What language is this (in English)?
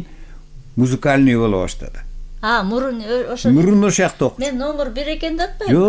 Kyrgyz